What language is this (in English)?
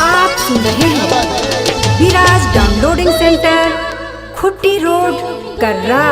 Sadri